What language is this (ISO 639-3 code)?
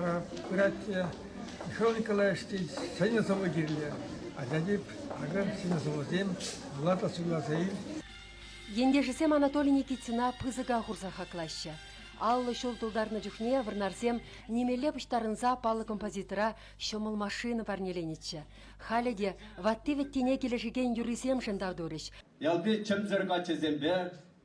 chv